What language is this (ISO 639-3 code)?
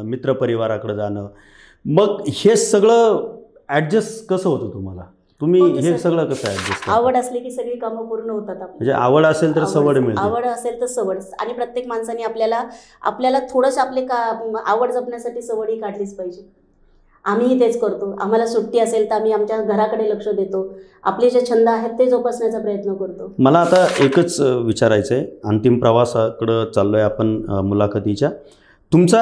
mar